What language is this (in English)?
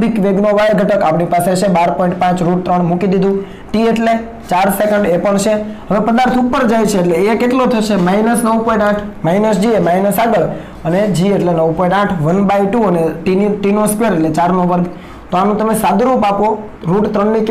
Gujarati